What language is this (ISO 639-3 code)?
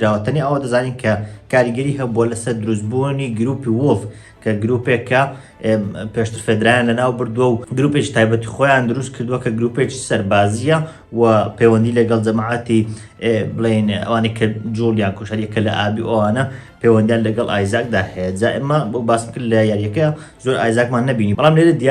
ckb